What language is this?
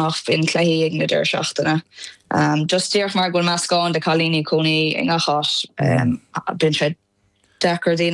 Irish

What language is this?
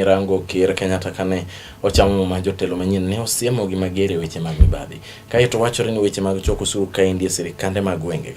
Luo (Kenya and Tanzania)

